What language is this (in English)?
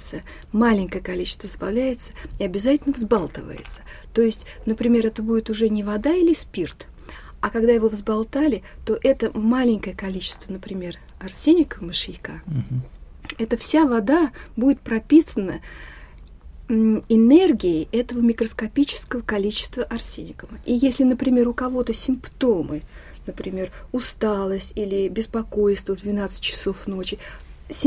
Russian